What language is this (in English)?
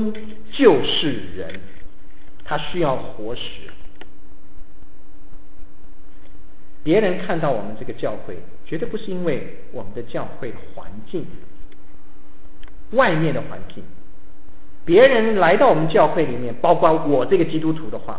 Chinese